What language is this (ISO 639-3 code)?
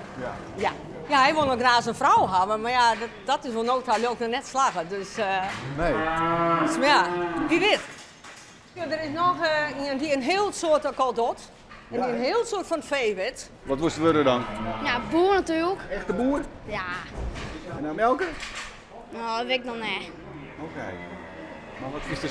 fry